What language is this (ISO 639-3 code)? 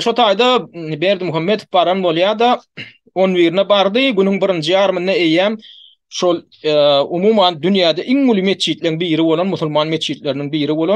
tuk